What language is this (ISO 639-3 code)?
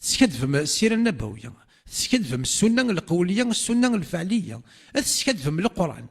kab